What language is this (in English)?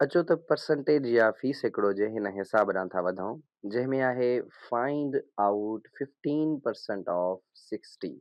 Sindhi